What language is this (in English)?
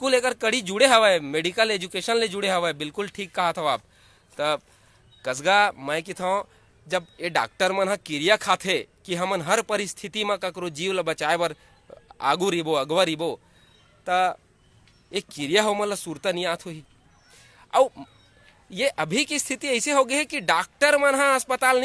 Chhattisgarhi